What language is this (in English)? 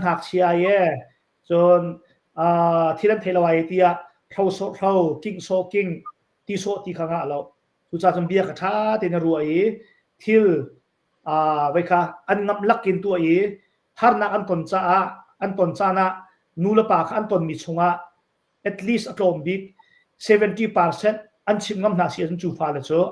Hakha Chin